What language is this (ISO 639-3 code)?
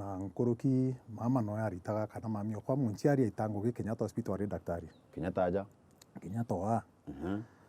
mer